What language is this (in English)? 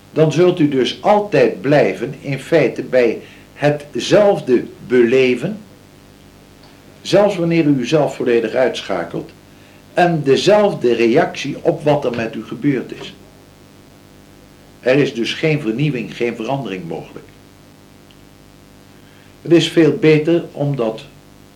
Dutch